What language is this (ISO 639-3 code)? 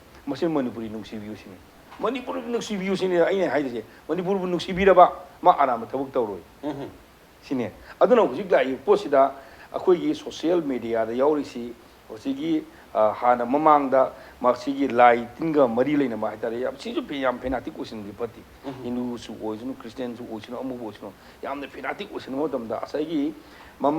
mni